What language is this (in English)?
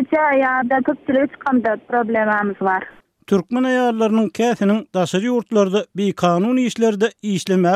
Turkmen